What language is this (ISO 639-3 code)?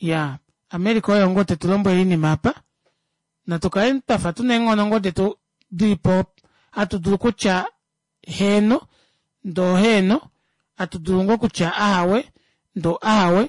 kua